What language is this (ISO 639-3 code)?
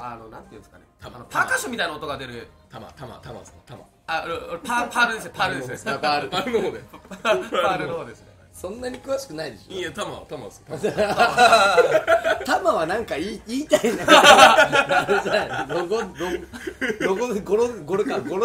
jpn